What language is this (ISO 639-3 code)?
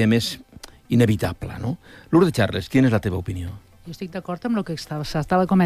cat